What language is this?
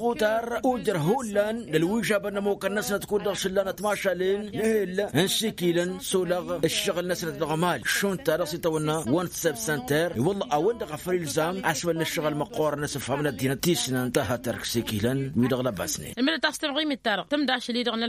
Tamasheq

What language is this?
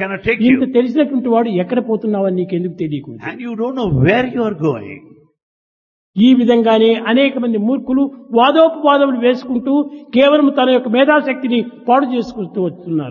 Telugu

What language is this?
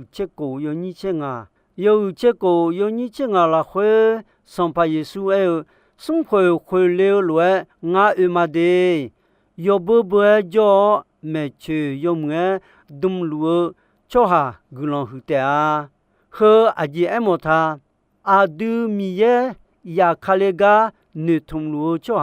Akha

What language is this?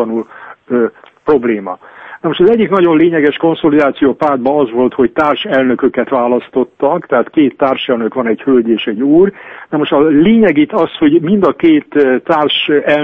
Hungarian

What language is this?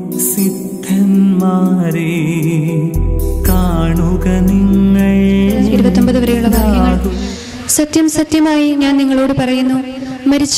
Malayalam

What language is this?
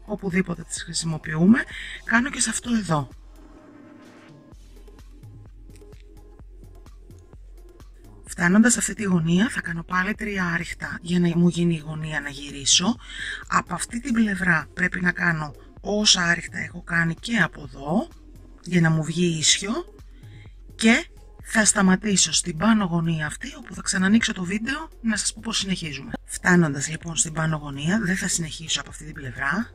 Greek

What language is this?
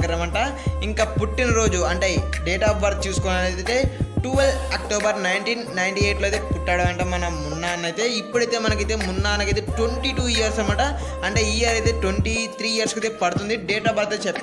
Telugu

